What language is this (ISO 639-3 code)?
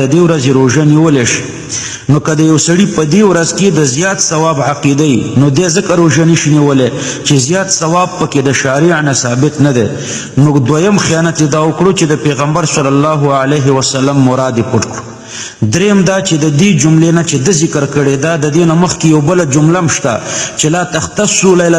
pus